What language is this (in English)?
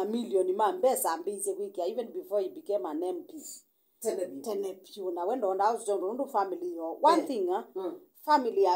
Kamba